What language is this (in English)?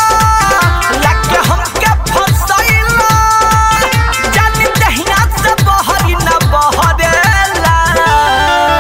Bhojpuri